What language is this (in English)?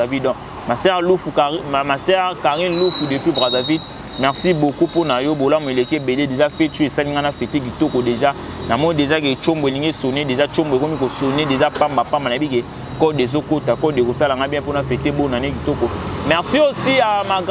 Lingala